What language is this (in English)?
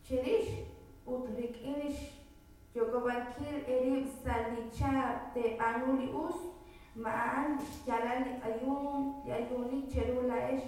Kekchí